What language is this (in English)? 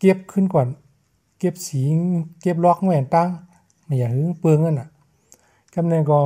Shan